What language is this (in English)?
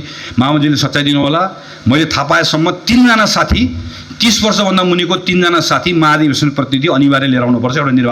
Nepali